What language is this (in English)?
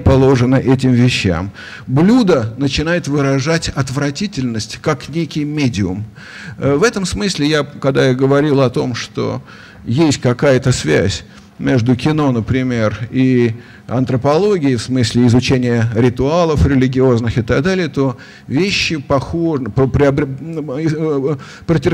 Russian